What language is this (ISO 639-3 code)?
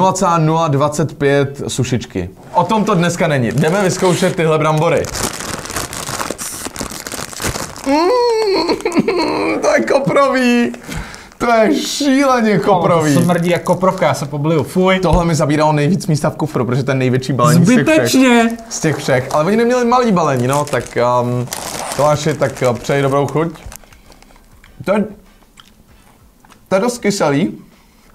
ces